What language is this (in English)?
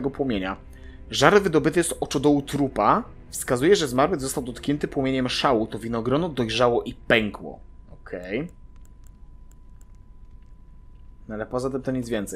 Polish